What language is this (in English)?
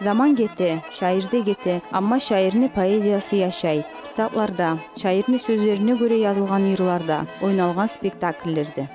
Kumyk